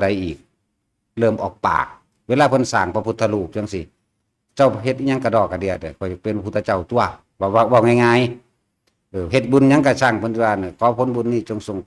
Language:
Northeastern Thai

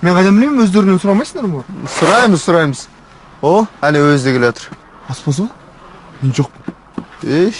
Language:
Kazakh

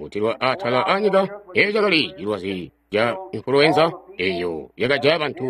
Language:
Tonga (Zambia)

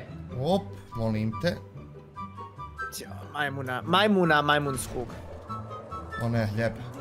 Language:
Bosnian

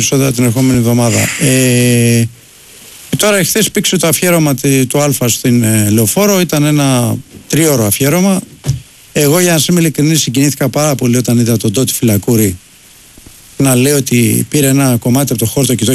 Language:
Greek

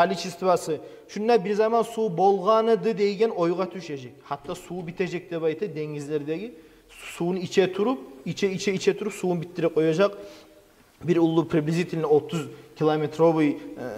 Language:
Kumyk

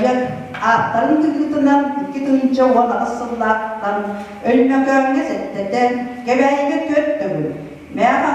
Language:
Yakut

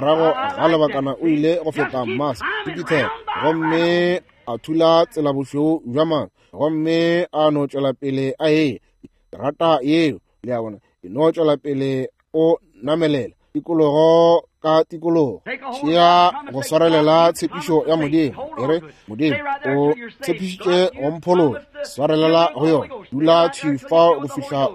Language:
Northern Sotho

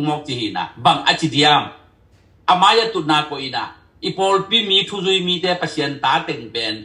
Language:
Tedim Chin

